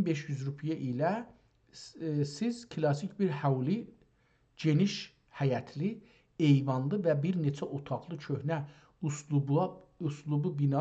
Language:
South Azerbaijani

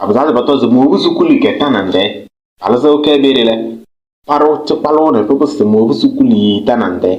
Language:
Kabiyè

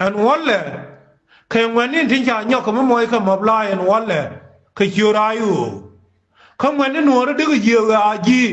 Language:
Nuer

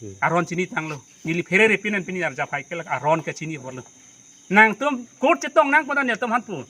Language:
Karbi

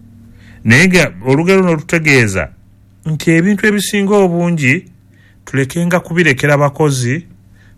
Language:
Ganda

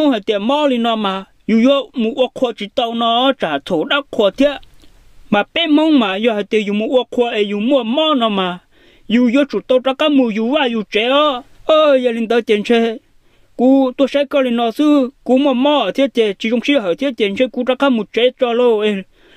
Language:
Hmong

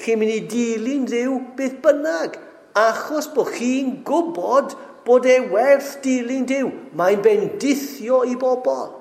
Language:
Welsh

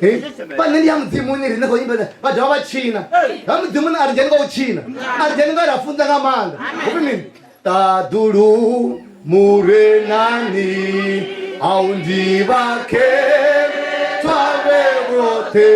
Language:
Venda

